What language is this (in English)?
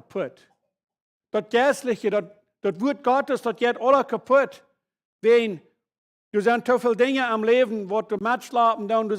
Plautdietsch